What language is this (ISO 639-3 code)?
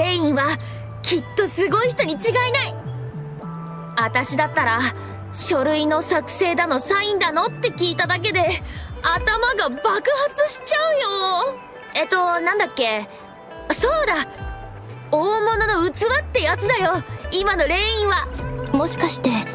jpn